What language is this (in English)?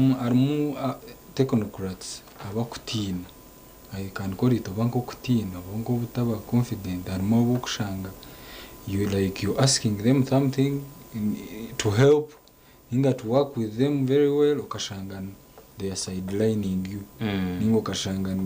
Nyankole